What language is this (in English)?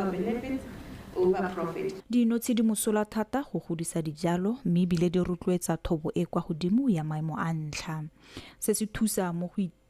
Tswana